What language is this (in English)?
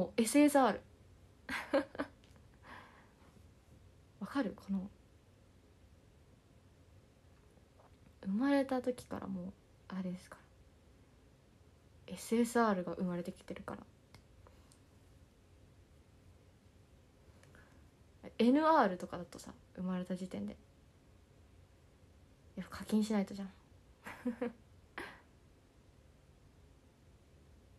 Japanese